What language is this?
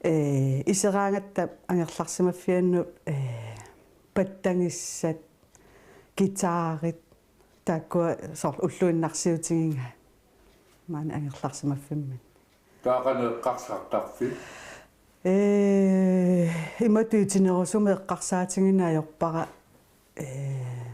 Kalaallisut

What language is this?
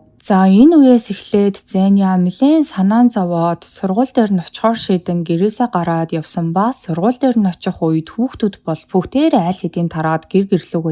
Mongolian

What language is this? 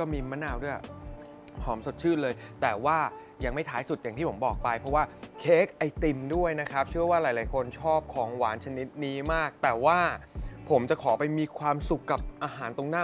Thai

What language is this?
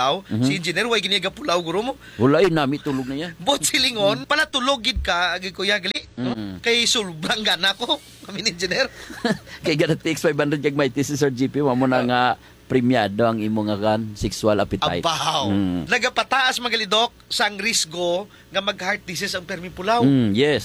Hiligaynon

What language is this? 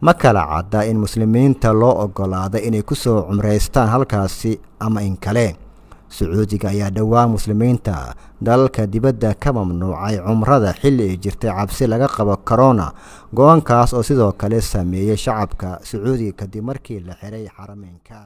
Somali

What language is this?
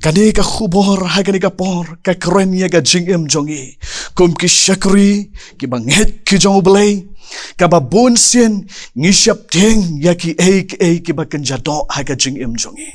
Khasi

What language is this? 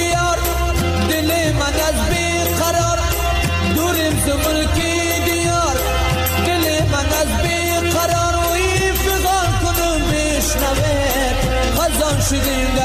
Persian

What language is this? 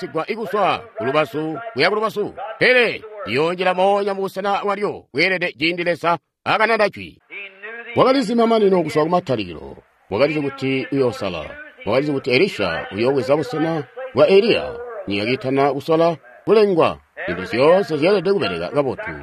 Tonga (Zambia)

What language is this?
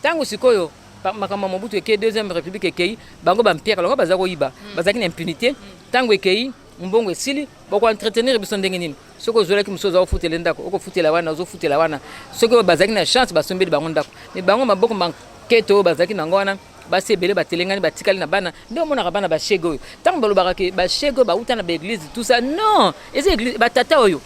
Lingala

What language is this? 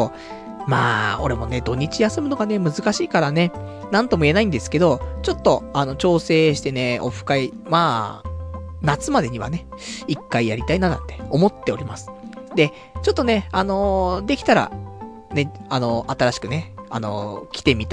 Japanese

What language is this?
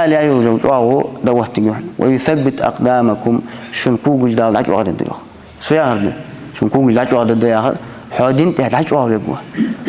Ingush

